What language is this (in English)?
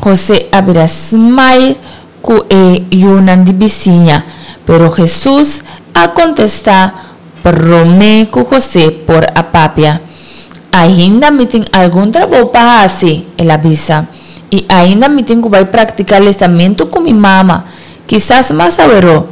Papiamento